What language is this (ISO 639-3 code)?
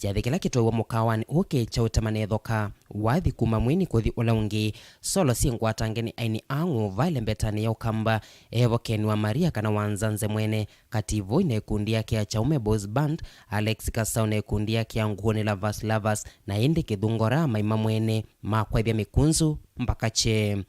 kam